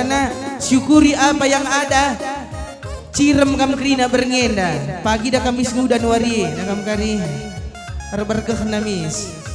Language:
Batak Karo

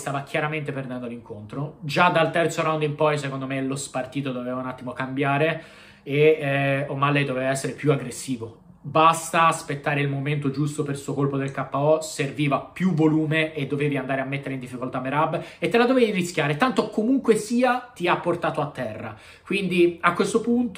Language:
Italian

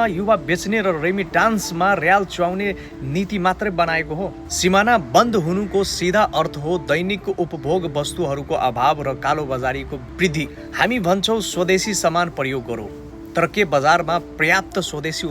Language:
Nepali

